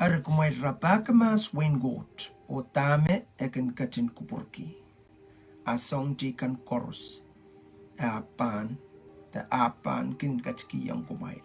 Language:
Pohnpeian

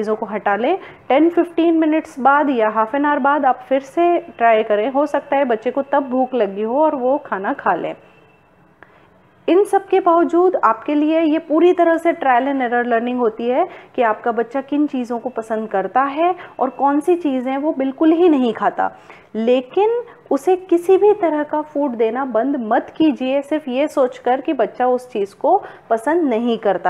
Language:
Hindi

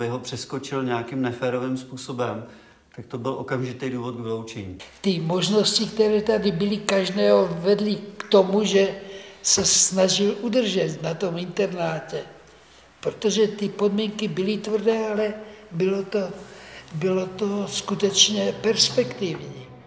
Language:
Czech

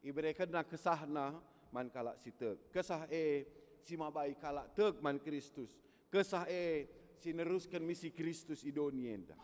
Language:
Batak Karo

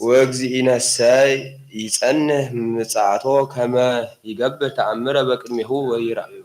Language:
Geez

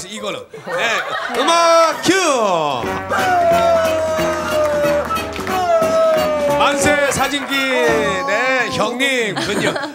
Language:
Korean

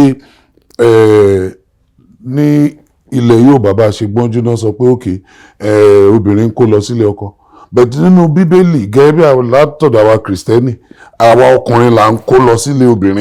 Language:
Yoruba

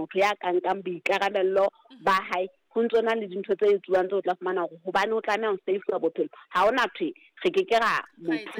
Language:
Southern Sotho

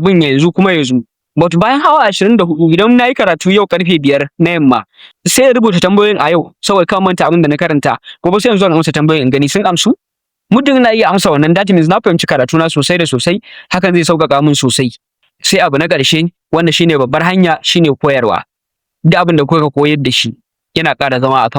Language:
Hausa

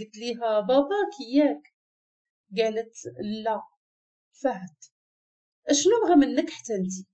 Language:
Moroccan Arabic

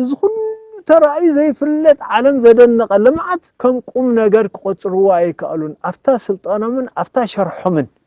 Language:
Tigrinya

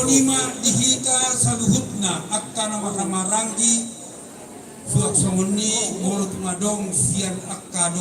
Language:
Batak Toba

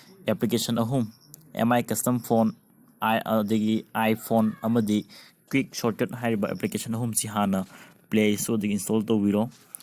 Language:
Manipuri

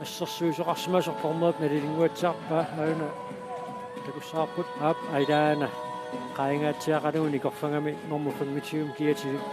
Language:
Kalaallisut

